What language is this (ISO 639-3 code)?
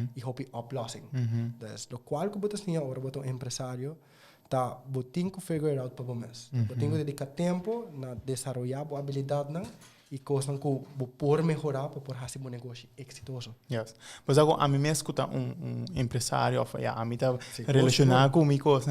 pap